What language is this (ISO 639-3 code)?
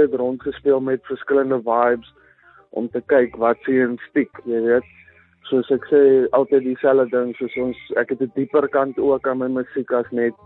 afr